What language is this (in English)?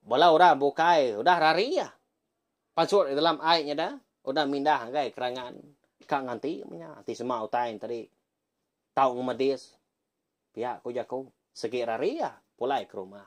Iban